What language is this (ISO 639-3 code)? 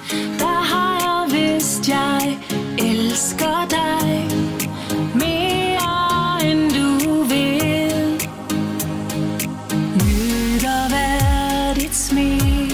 dan